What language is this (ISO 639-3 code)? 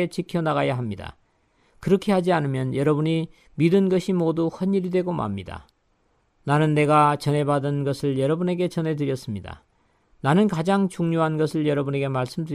kor